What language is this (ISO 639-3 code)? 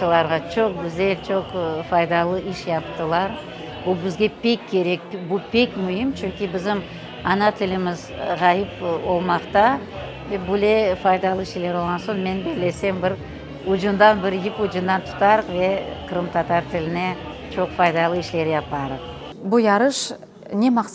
crh